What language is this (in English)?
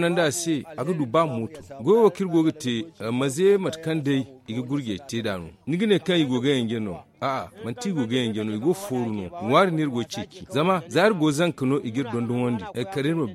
Zarma